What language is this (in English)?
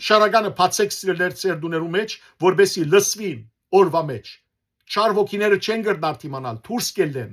Western Armenian